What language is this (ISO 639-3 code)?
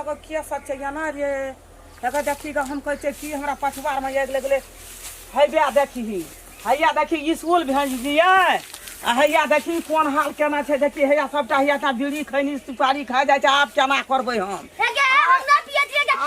mai